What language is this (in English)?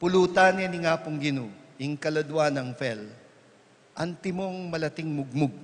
Pampanga